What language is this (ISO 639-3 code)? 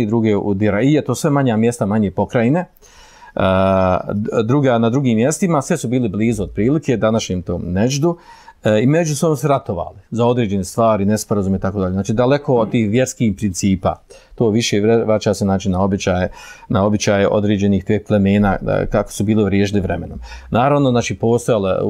bos